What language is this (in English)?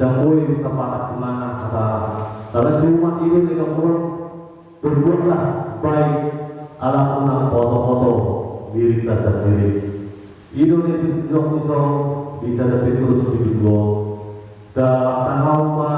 Batak Toba